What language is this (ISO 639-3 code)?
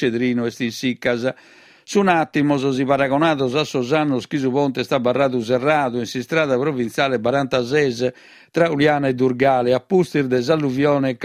srd